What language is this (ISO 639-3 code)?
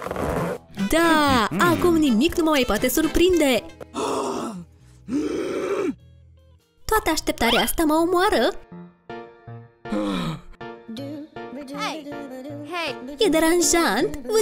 ron